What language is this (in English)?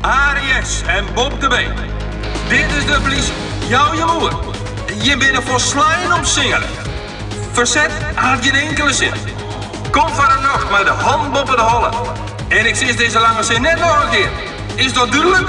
Western Frisian